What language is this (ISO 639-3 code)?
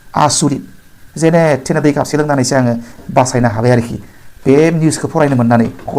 brx